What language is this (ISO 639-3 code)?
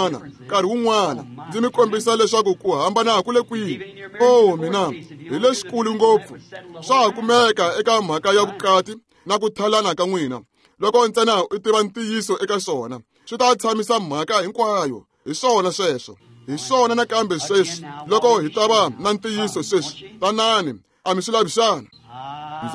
tso